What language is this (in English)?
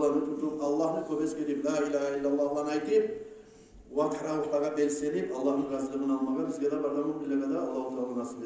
Kumyk